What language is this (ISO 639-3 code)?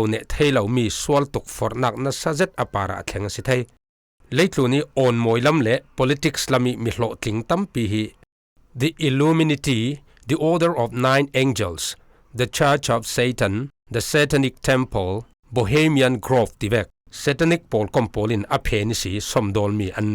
cfm